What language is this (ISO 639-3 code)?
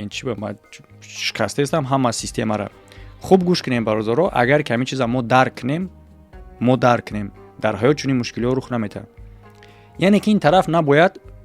tgk